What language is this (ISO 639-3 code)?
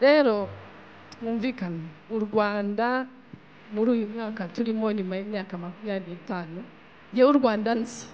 kin